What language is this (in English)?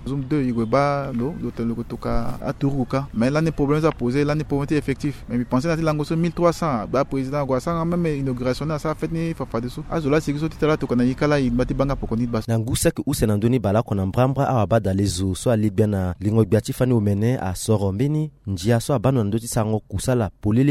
Sango